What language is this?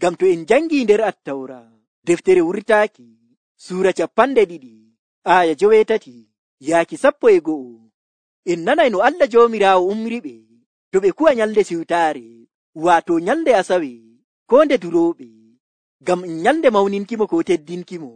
Nigerian Fulfulde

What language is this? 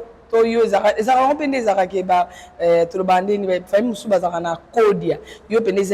Lingala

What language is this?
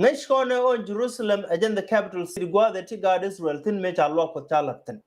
Nuer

